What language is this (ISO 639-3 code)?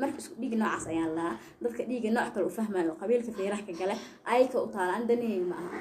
som